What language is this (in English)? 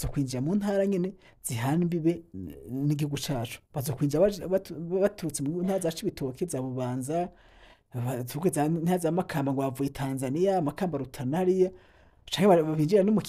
Rundi